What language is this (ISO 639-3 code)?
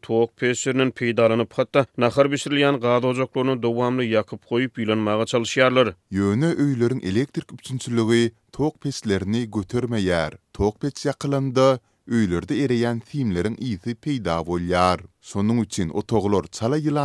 tuk